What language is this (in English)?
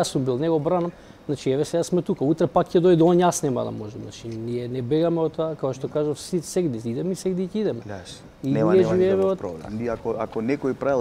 Macedonian